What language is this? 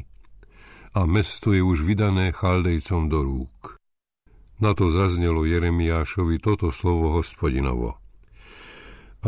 Slovak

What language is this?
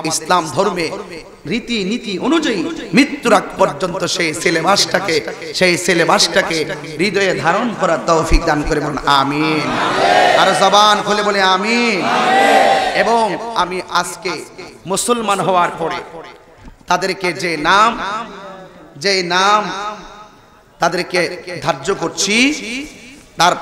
Bangla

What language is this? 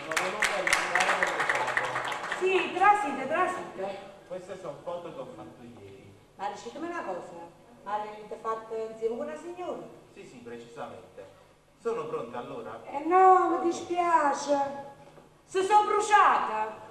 Neapolitan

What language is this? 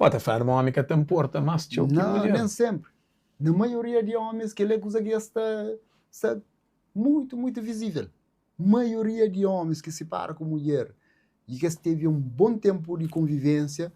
Kabuverdianu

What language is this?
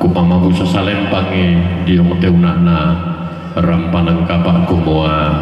Toraja-Sa'dan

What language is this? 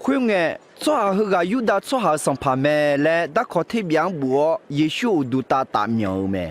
Akha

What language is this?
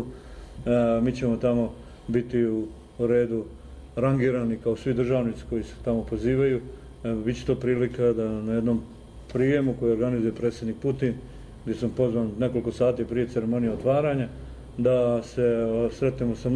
Croatian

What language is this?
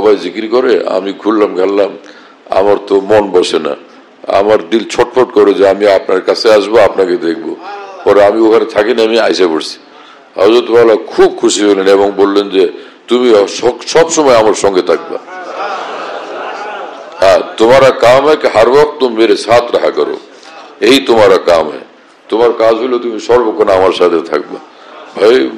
Bangla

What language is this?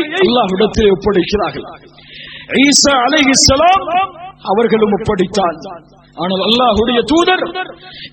Tamil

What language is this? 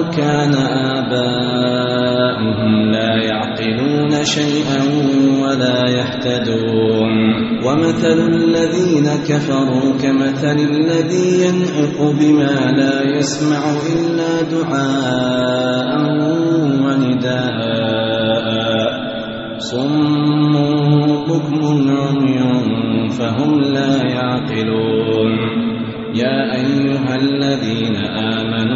Arabic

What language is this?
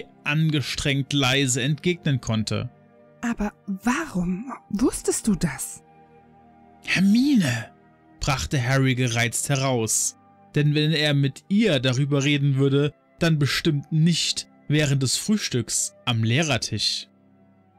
German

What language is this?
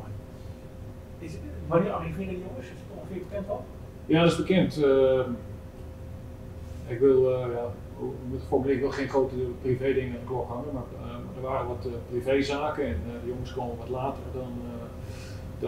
Dutch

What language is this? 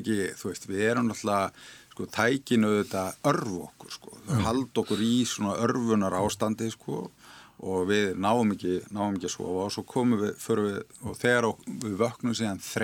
Icelandic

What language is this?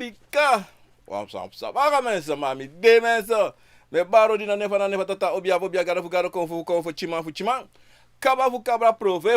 Sranan Tongo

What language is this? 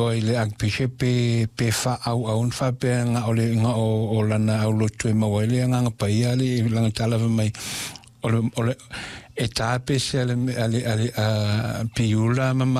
Samoan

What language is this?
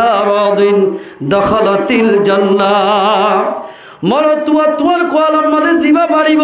Rohingya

